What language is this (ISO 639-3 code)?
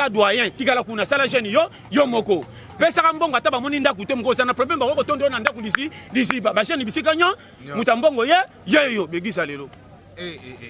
lin